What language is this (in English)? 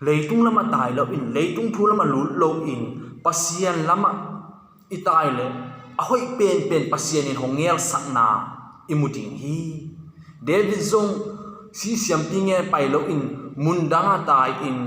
Tedim Chin